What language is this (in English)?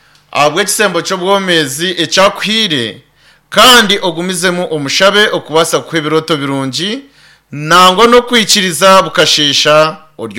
Nyankole